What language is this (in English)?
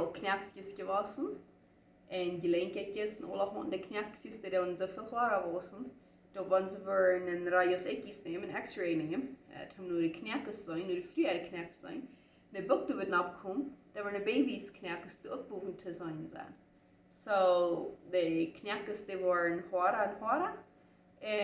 Plautdietsch